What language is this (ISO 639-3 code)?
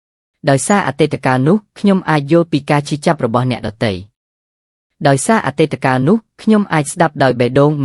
khm